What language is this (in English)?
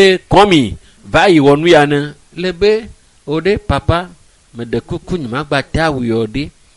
Ewe